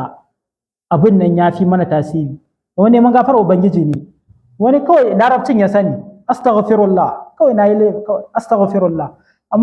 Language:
Hausa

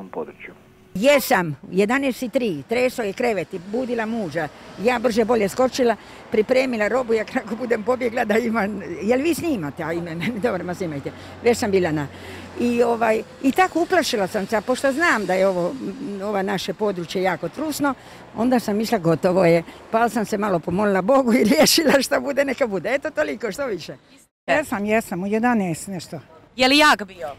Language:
Croatian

